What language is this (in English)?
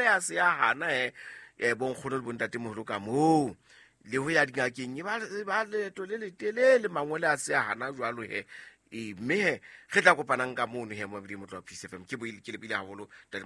Southern Sotho